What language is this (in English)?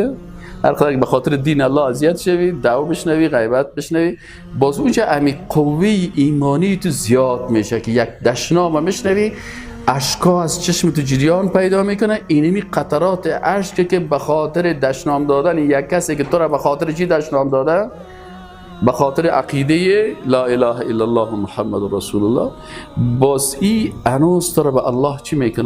Persian